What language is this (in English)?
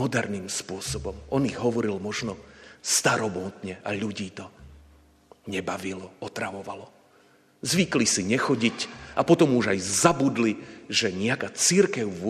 Slovak